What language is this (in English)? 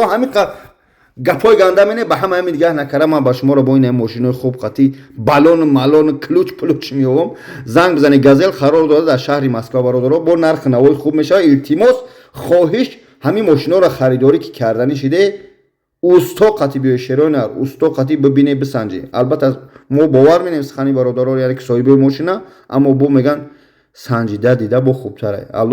Tajik